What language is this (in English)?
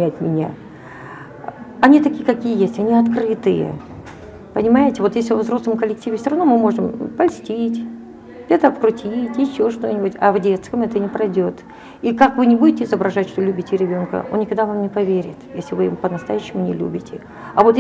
Russian